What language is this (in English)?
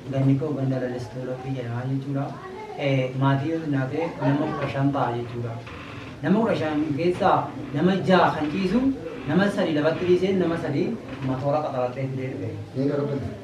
Oromo